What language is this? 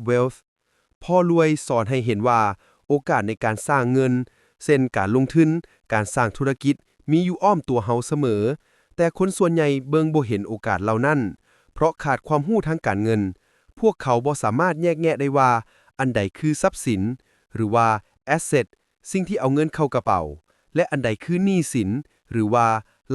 Lao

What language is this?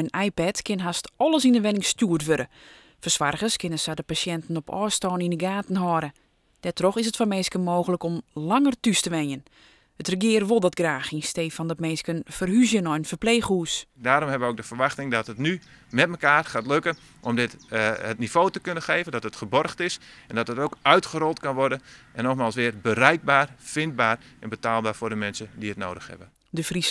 Western Frisian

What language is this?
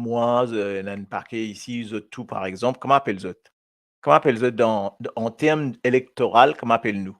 Morisyen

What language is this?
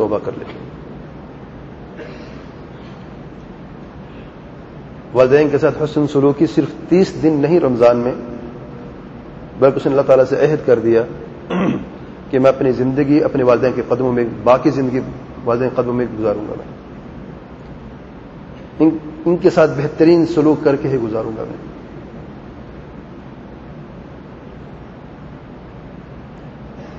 Urdu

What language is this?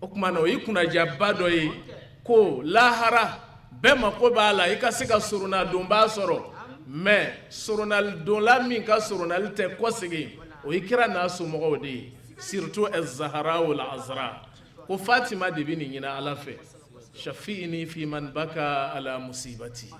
Bambara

